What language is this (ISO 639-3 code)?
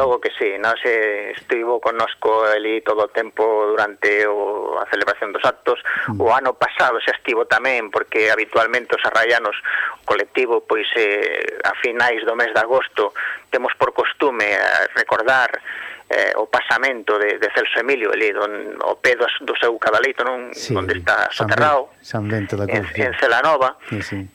glg